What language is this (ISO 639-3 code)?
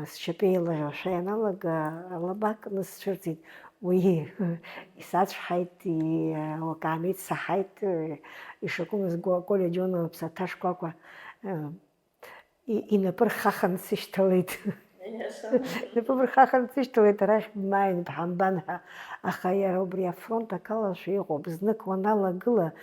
abk